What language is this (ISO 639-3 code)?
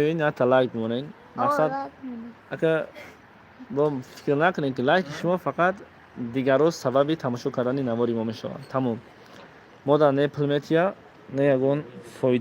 tgk